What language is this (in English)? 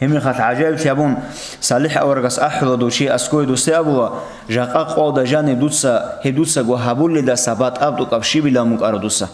Avaric